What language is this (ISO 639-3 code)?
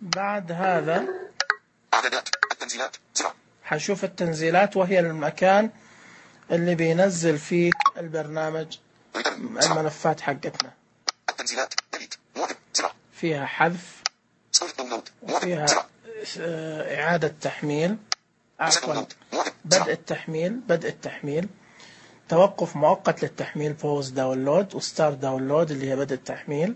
ars